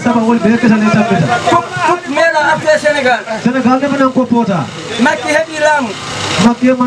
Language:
Fula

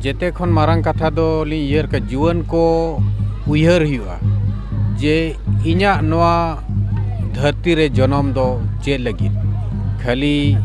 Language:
Santali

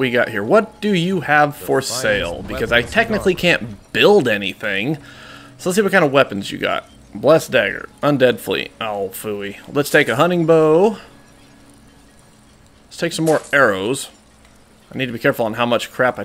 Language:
English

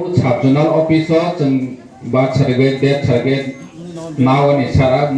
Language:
Kok Borok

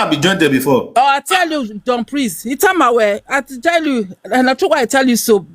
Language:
Nigerian Pidgin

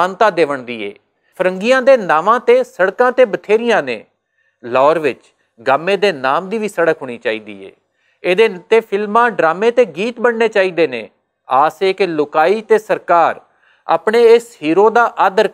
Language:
Western Panjabi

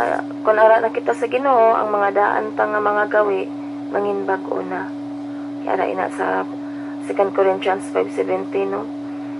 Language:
Hiligaynon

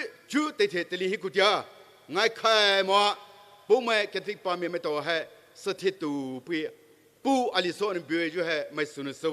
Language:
Poumei Naga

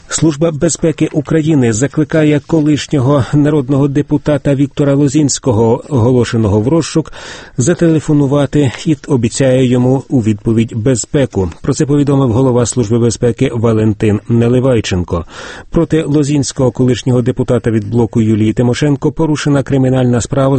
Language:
Ukrainian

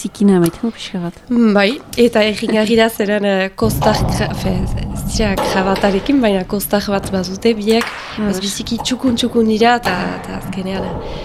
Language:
Basque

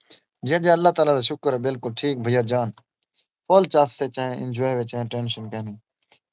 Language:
Saraiki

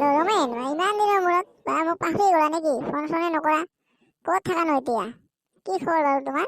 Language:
Assamese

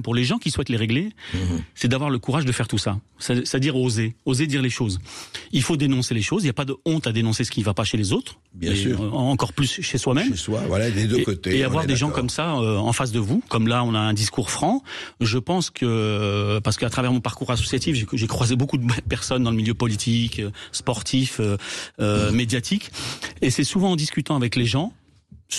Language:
French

